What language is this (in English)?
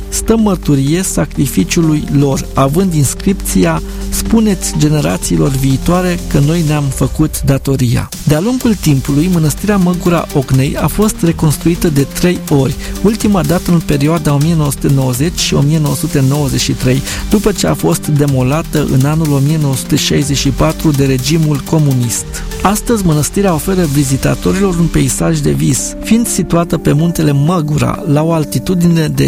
Romanian